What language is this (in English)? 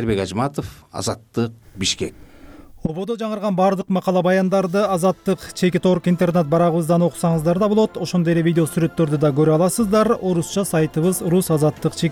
Kyrgyz